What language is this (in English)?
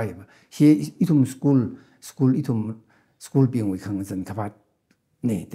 Tangkhul Naga (India)